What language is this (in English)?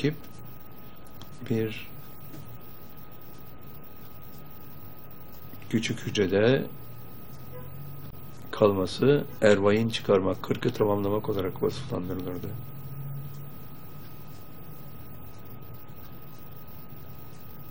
Turkish